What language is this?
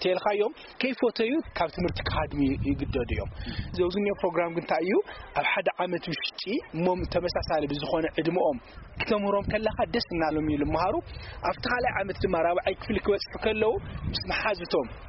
Tigrinya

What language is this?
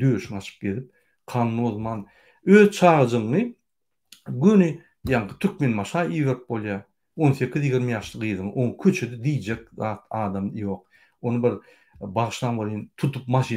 Turkmen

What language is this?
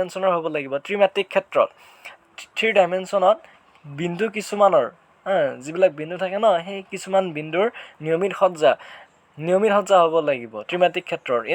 Assamese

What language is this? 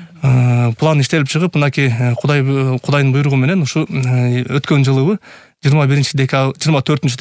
Kyrgyz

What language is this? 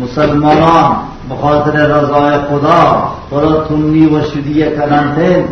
Baluchi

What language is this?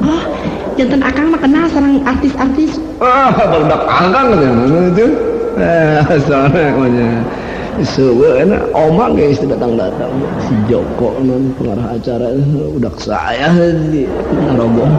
Sundanese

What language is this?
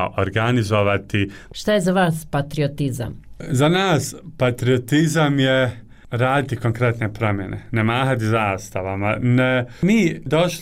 Bosnian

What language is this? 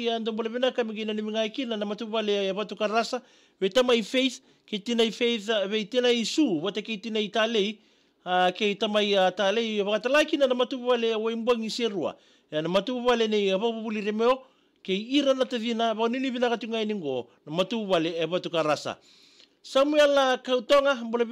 Fijian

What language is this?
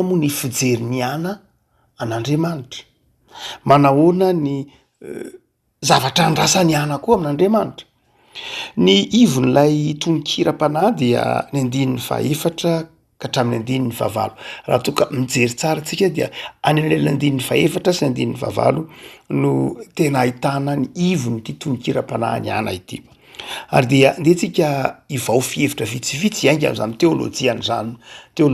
Malagasy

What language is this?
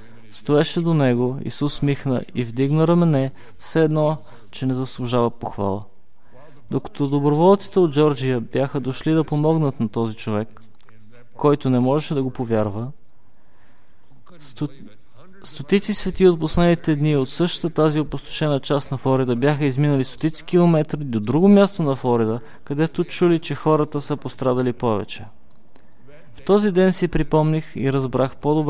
Bulgarian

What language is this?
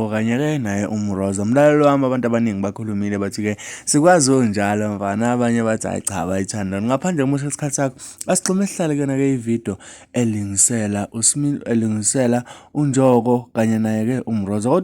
Zulu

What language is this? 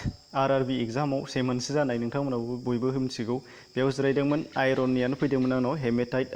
Bodo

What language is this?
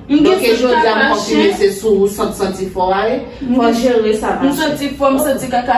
Haitian Creole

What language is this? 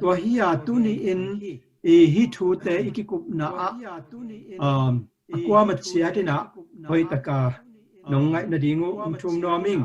Tedim Chin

